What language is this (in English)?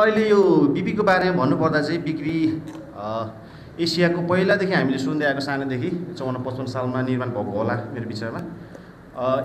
Nepali